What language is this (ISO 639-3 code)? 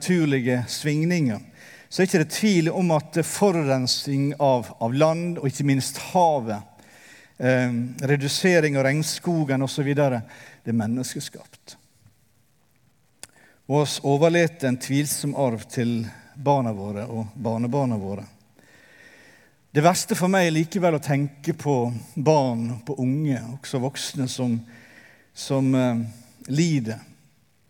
nor